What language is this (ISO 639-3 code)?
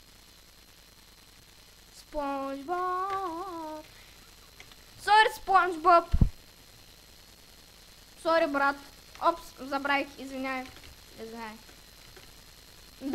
bul